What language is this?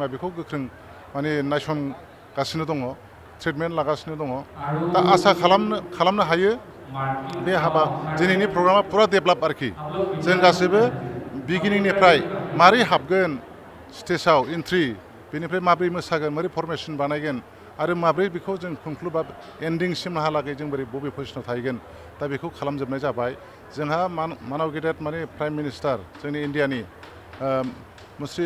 Bodo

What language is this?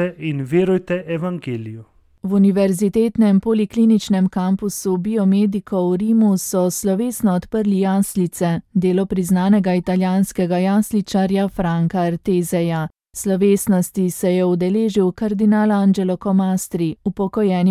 Slovenian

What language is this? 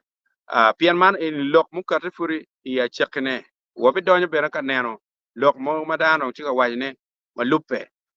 Acoli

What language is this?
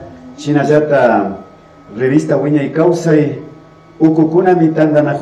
Imbabura Highland Quichua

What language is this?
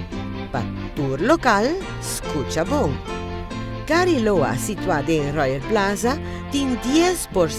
Papiamento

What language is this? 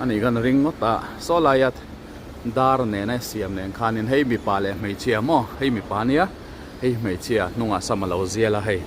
Mizo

